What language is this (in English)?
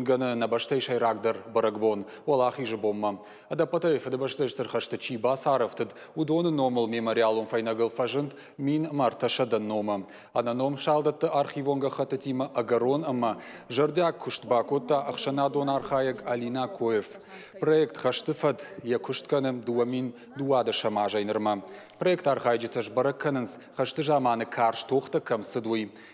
Ossetic